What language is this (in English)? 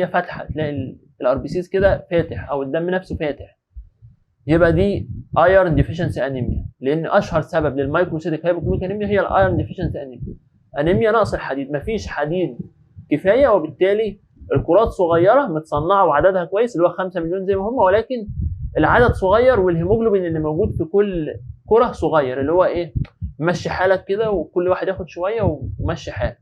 Egyptian Arabic